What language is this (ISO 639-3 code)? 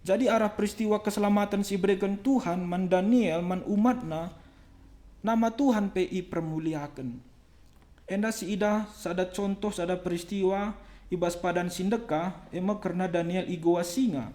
btx